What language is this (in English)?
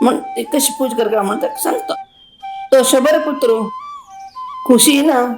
Konkani